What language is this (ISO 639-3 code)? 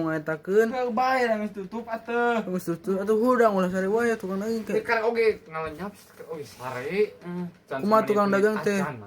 sun